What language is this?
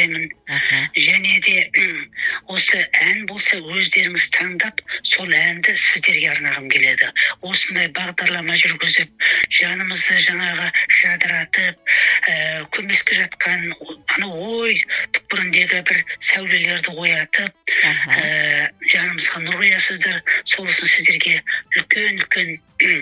Kazakh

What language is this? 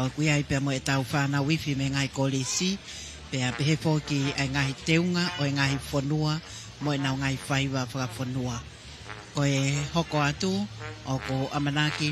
Tongan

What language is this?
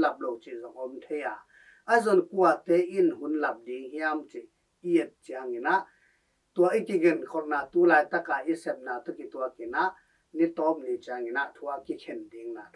Tedim Chin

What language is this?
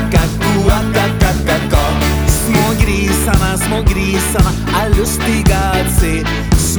Swedish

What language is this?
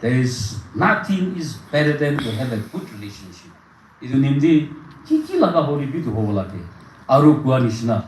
Naga Pidgin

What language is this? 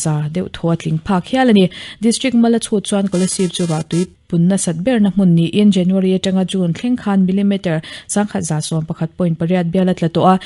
Mizo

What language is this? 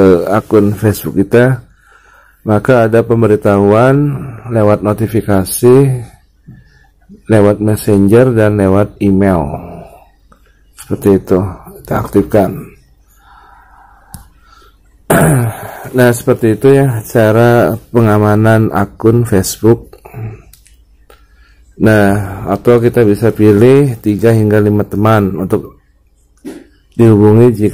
Indonesian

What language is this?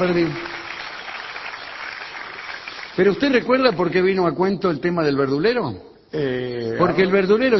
Spanish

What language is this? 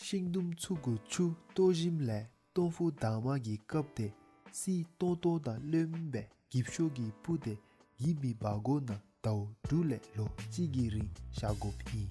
Dzongkha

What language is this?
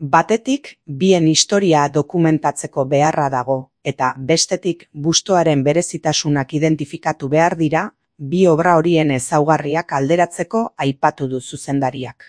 Basque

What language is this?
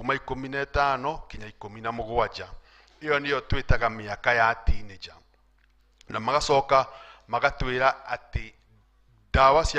Kikuyu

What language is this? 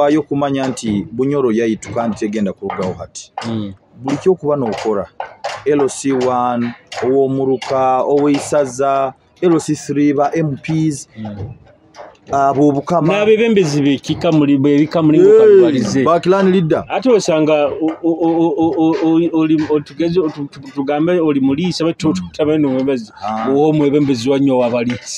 Nyoro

